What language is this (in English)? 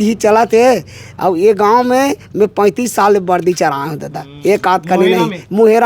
Chhattisgarhi